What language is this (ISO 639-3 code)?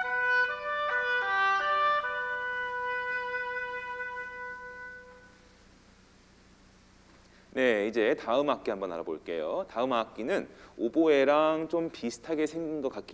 kor